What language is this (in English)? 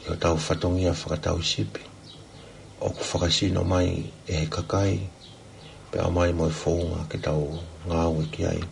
Tongan